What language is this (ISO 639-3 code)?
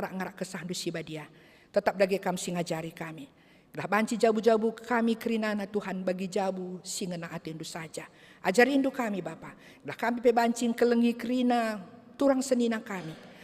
btx